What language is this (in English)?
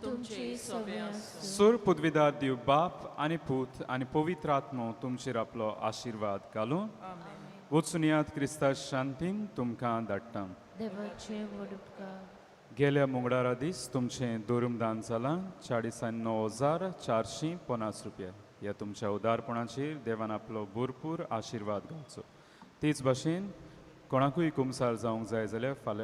Konkani